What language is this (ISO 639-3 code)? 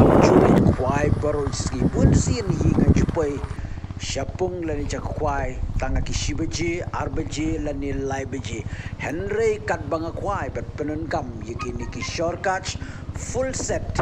kha